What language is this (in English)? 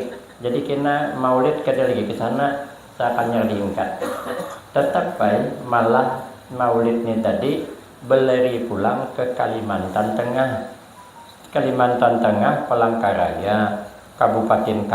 Banjar